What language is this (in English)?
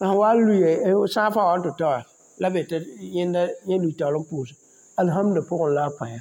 Mossi